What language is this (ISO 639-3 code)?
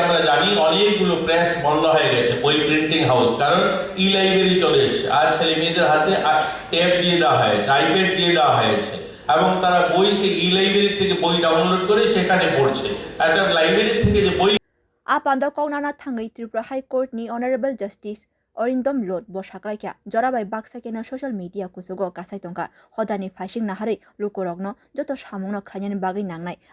trp